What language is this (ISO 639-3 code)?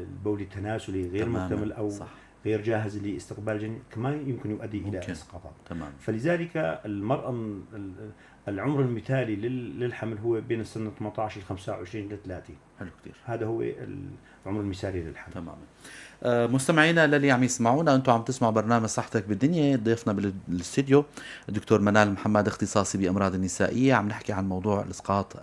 apc